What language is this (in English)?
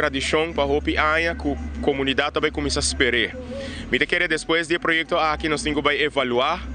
Papiamento